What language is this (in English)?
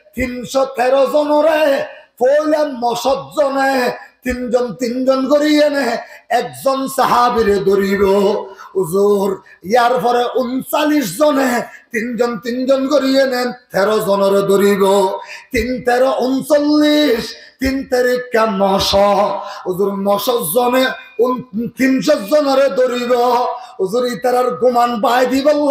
Rohingya